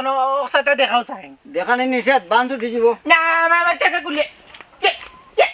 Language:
Sylheti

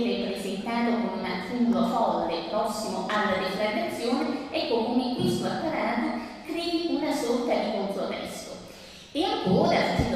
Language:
Italian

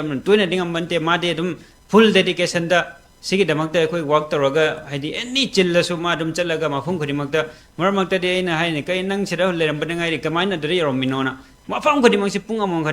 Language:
Manipuri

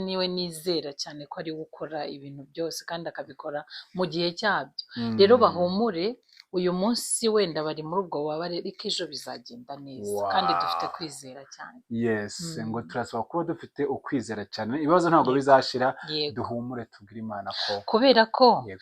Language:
Kinyarwanda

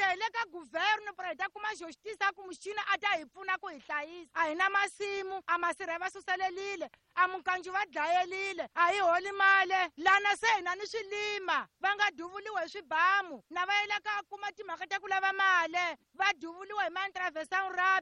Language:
Tsonga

